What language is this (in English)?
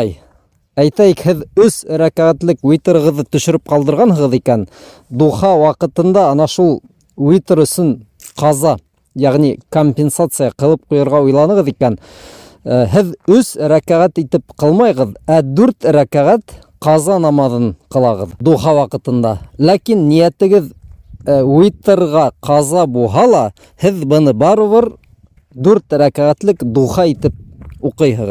Bashkir